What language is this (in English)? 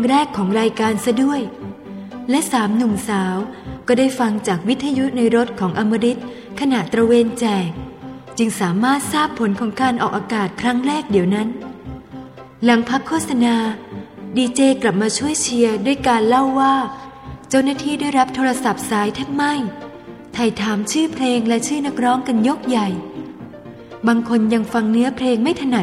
Thai